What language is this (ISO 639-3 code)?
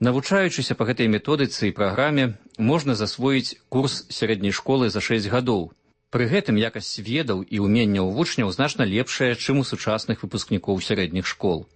bel